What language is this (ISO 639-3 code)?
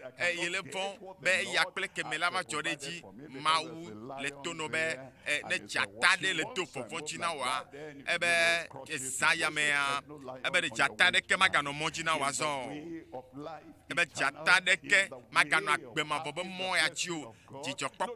ewe